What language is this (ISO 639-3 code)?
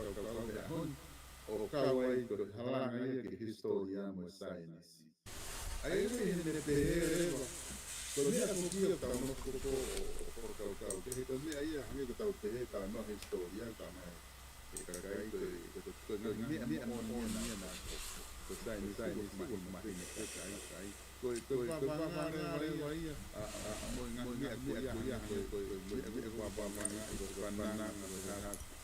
ton